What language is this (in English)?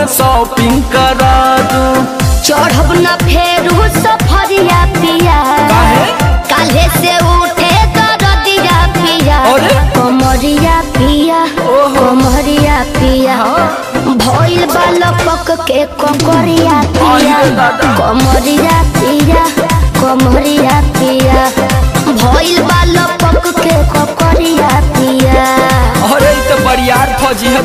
Bhojpuri